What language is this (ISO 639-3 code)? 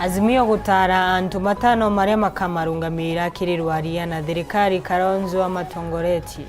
mer